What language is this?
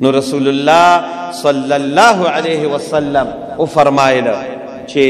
Pashto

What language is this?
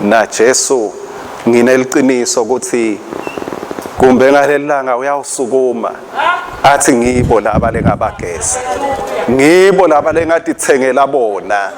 Swati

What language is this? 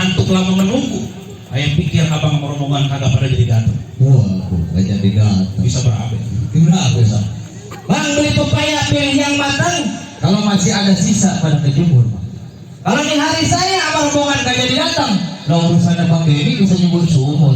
Betawi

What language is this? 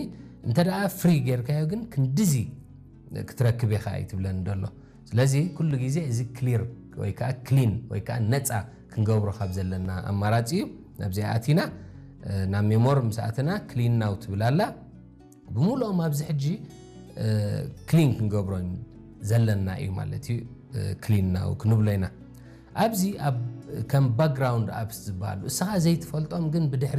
Tigrinya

